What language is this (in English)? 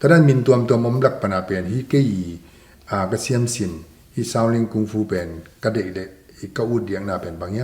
Tedim Chin